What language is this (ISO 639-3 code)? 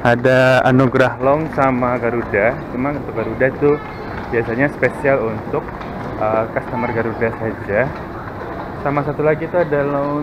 ind